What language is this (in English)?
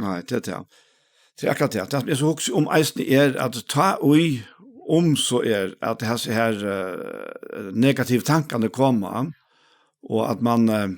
Faroese